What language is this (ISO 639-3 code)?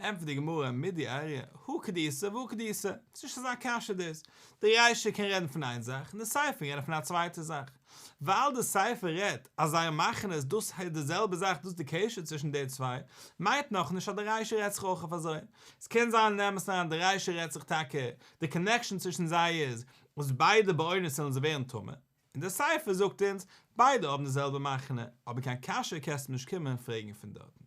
yid